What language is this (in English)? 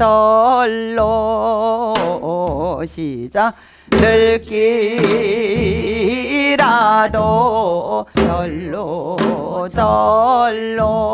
Korean